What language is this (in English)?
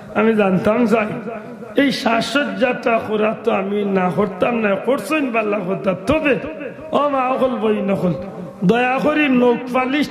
Sylheti